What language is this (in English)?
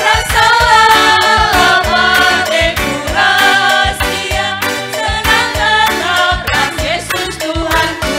Batak Karo